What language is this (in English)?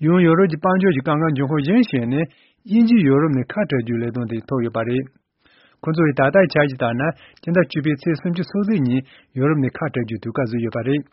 Tibetan